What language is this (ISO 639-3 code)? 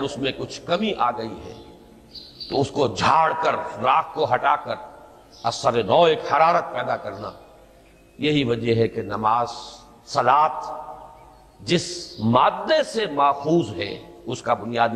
urd